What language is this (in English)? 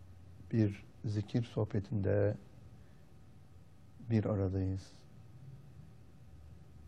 Turkish